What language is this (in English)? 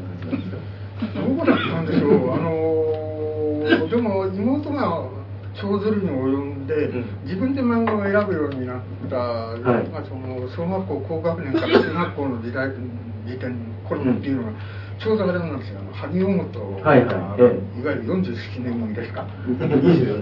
Japanese